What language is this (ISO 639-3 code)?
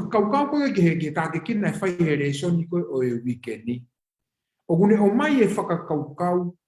ton